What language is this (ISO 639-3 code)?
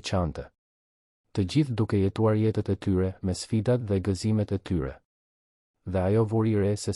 sqi